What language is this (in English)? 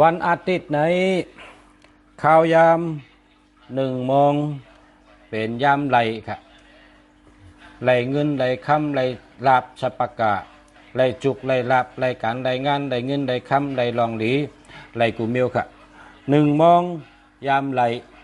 Shan